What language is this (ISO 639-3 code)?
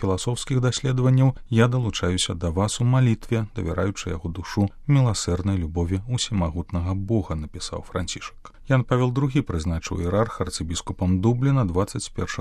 bel